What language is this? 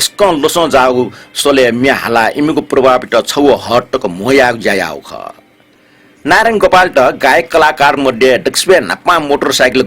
Newari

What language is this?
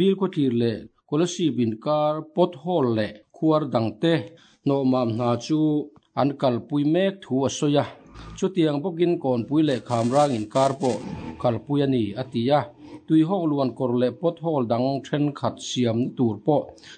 Mizo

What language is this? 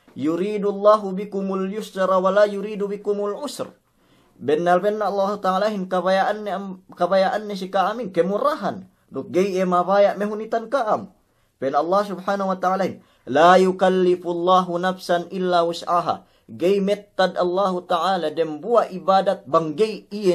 Yakan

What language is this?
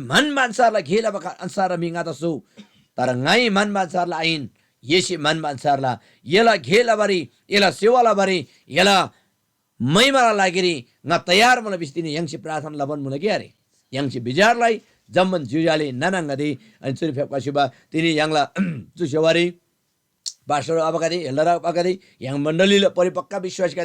Eastern Tamang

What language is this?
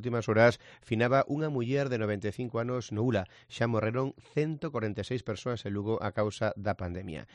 Galician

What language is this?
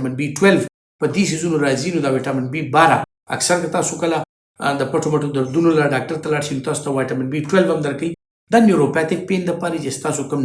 Pashto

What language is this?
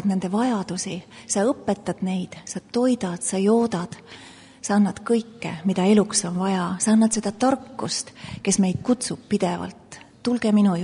Estonian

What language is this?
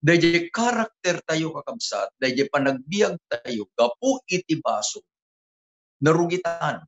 Iloko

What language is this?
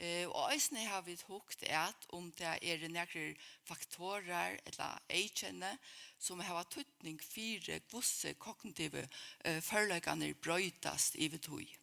Faroese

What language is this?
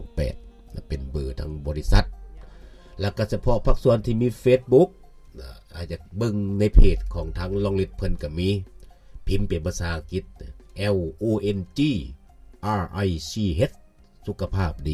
Lao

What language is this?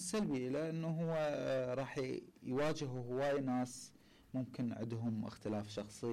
Mesopotamian Arabic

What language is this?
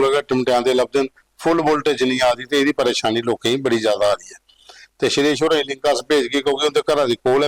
Dogri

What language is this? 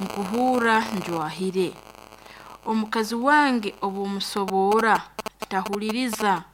Nyankole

